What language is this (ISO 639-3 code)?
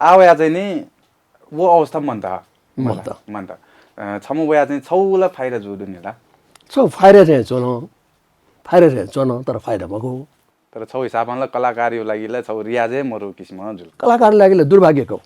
new